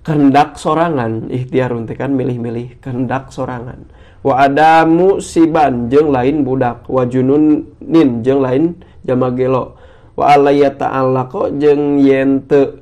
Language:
Sundanese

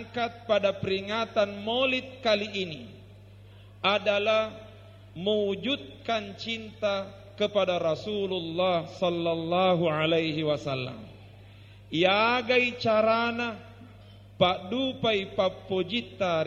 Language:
Buginese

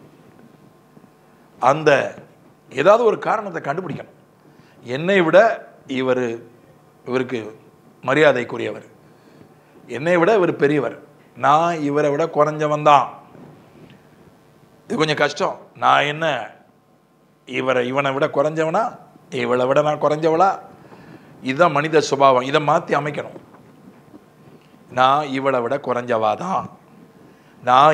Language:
Tamil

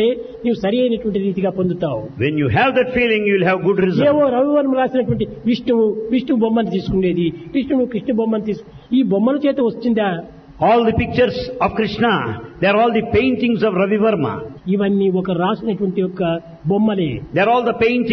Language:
Telugu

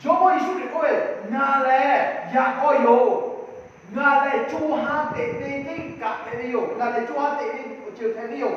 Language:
Lahu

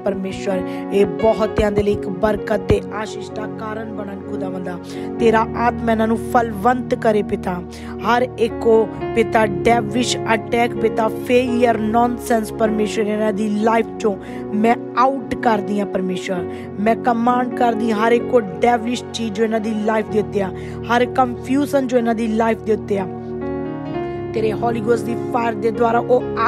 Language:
Punjabi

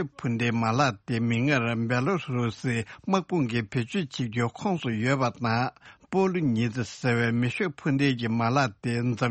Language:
Tibetan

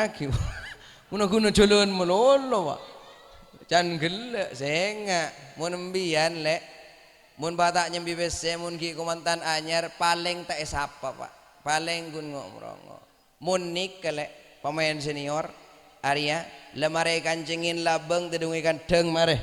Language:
Madurese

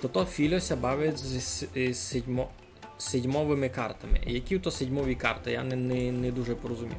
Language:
Rusyn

